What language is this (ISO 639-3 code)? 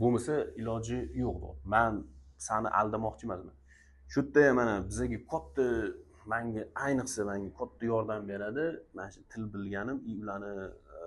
uzb